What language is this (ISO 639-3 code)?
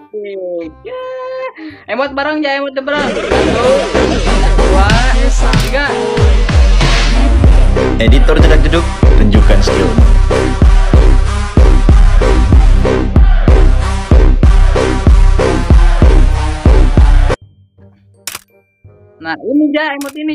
ind